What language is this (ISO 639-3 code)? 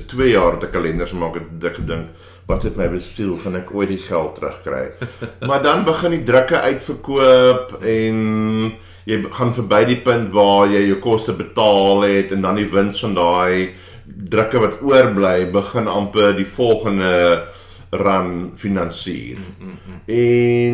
afr